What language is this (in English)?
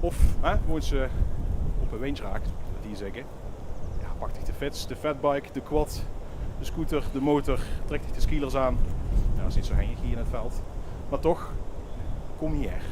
Limburgish